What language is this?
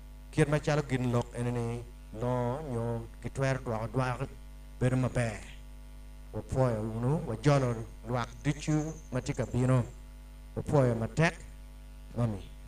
Acoli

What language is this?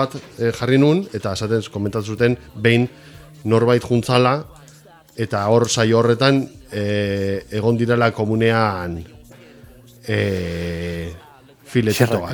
Basque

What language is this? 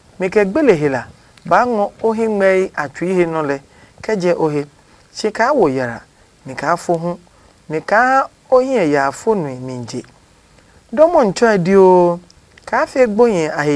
Adangme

